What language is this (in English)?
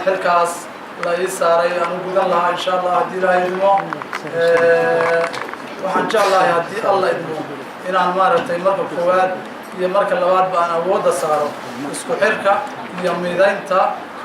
Somali